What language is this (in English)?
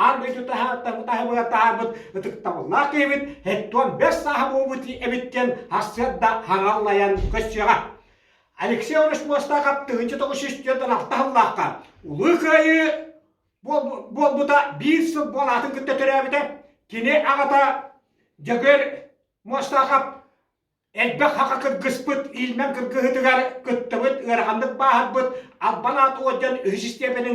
Yakut